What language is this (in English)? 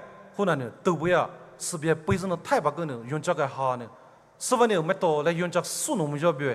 Poumei Naga